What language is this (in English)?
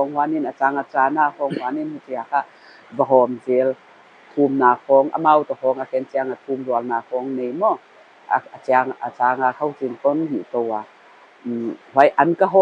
Paite Chin